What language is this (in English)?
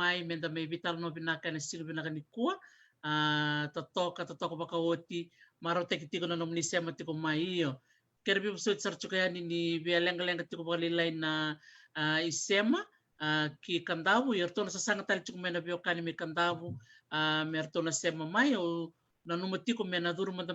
Fijian